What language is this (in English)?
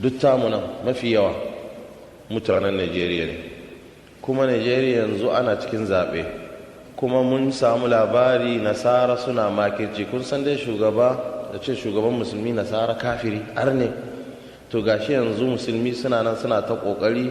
Hausa